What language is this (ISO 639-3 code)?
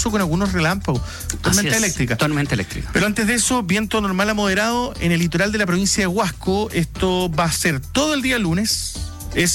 spa